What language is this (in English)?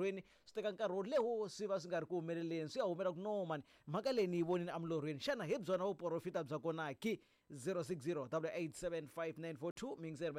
Tsonga